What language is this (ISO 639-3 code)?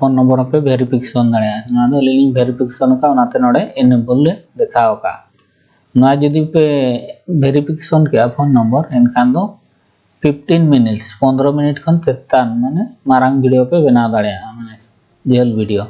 sat